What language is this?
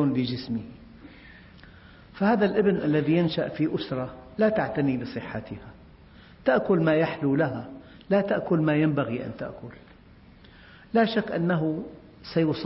Arabic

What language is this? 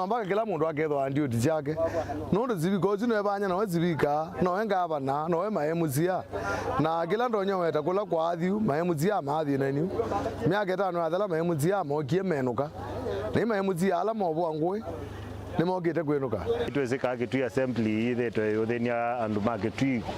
Kamba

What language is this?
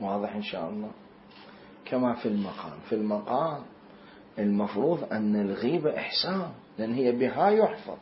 Mesopotamian Arabic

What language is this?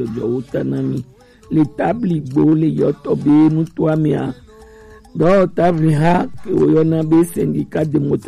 Gen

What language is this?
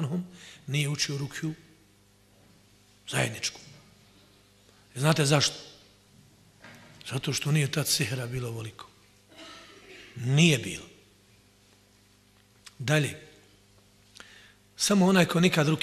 Bosnian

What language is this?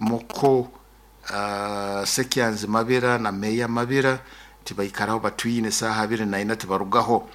Nyoro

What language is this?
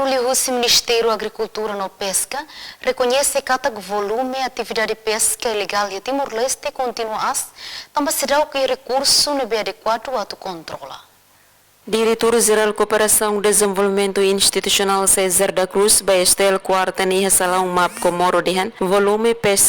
Tetum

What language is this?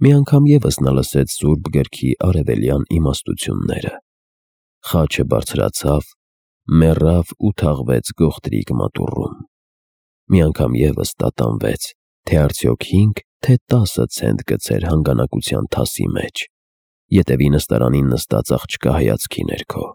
Armenian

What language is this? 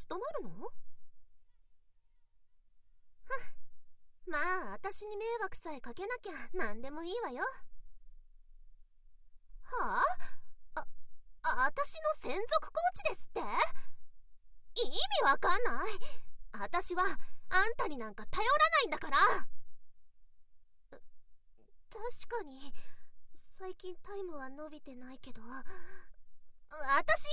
Japanese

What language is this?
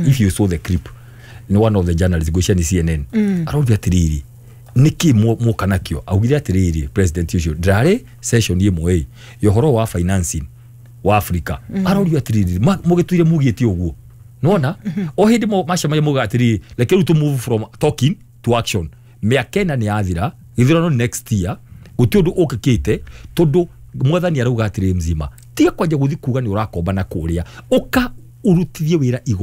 Kikuyu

